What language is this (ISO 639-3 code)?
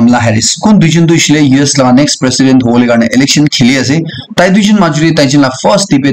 nag